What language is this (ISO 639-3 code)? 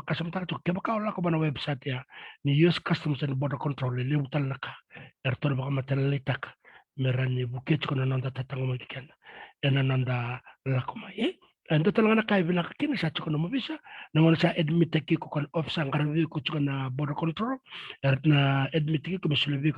fij